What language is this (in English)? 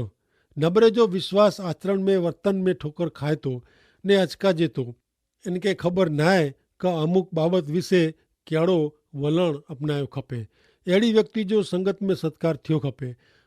Kachhi